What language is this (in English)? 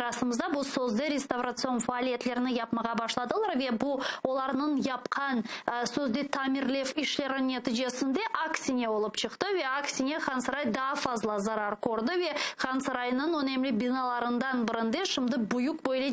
Crimean Tatar